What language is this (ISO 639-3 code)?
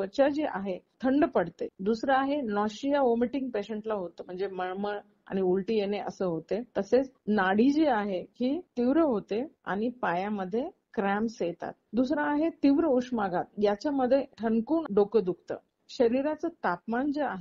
mar